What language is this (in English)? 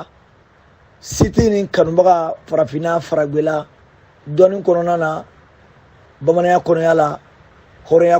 Bambara